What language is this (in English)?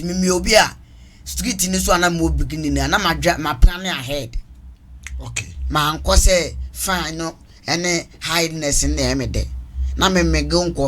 Akan